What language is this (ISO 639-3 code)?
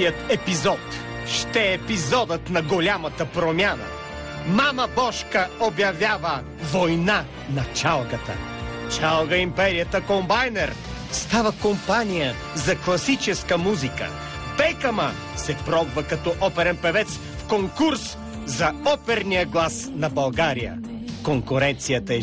bul